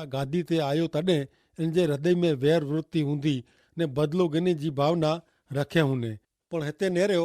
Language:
Kachhi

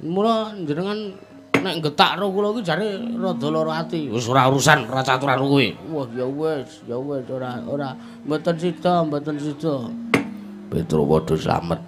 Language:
Javanese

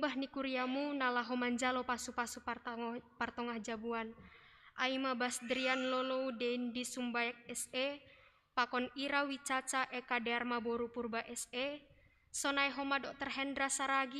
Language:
Batak Simalungun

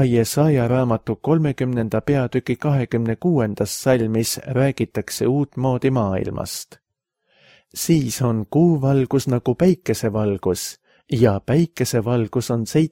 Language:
Estonian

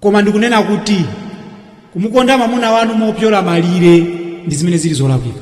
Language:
Nyanja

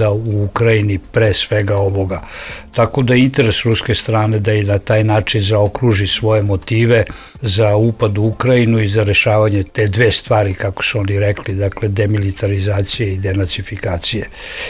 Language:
Serbian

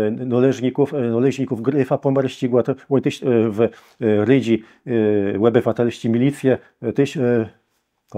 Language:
Kashubian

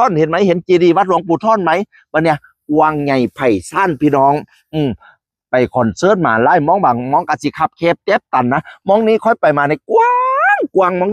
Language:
Northeastern Thai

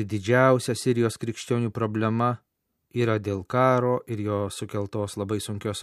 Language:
Lithuanian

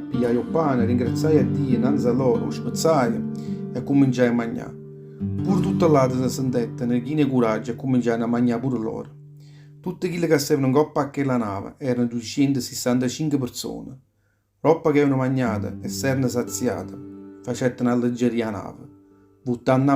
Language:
Neapolitan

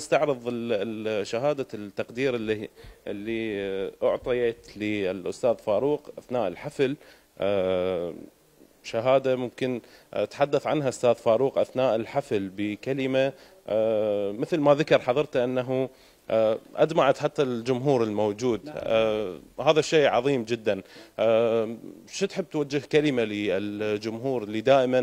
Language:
Mesopotamian Arabic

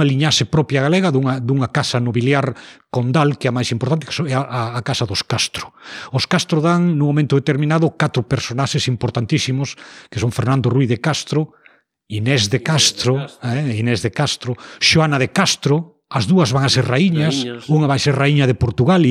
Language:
Galician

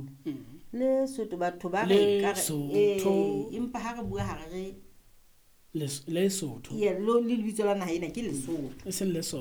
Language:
Southern Sotho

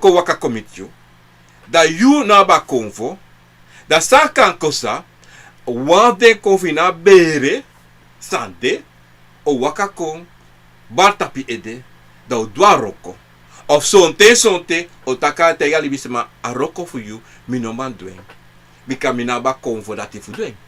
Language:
Sranan Tongo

